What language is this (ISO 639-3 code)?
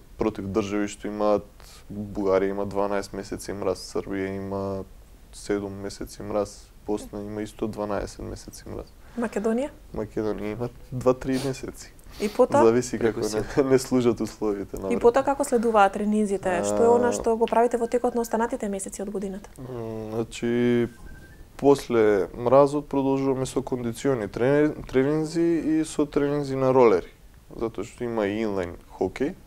mkd